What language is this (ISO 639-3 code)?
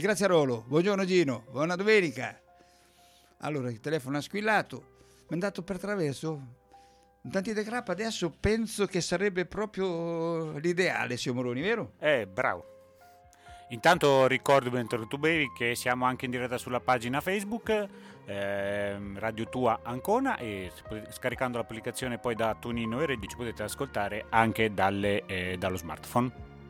ita